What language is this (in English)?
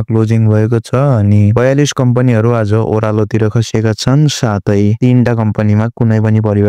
Nepali